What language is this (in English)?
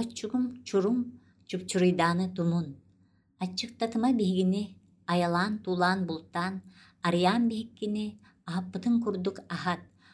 Yakut